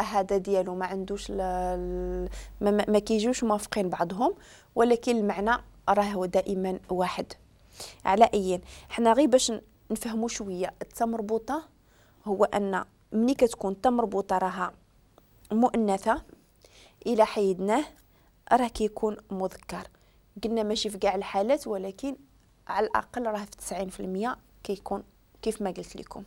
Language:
Moroccan Arabic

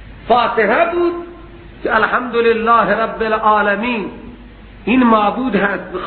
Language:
Persian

